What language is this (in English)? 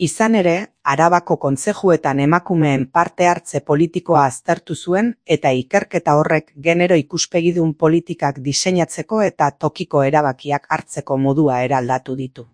Basque